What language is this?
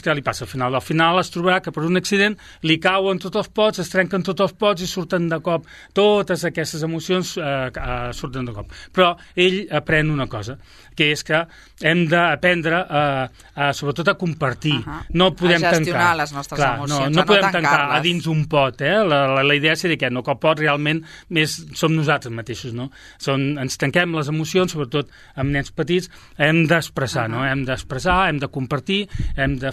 Catalan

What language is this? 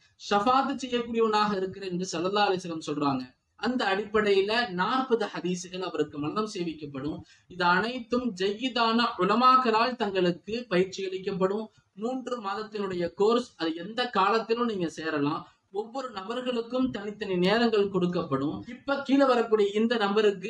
Tamil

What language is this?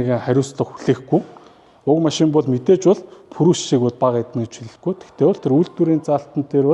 Mongolian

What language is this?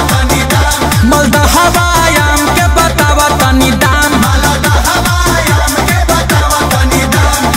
Bhojpuri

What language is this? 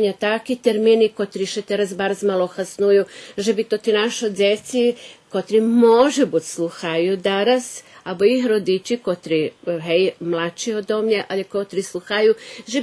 Rusyn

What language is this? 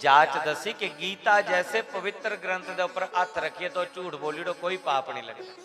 Dogri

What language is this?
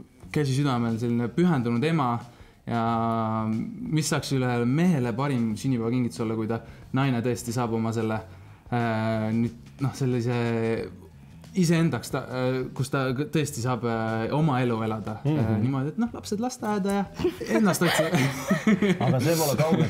Estonian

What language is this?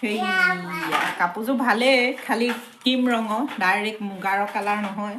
Assamese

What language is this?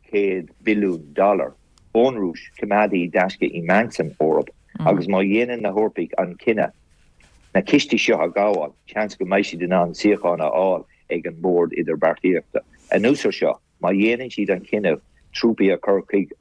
Irish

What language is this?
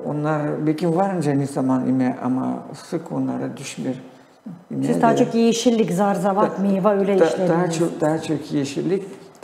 Gagauz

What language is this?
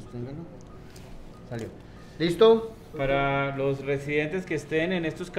Spanish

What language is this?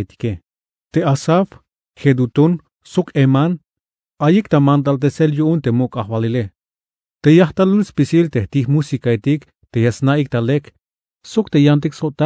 Tzeltal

